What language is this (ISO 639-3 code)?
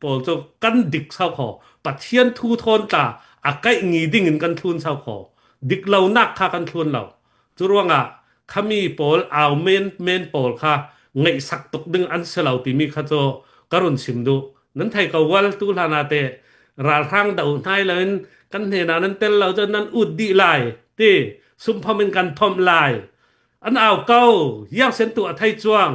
cfm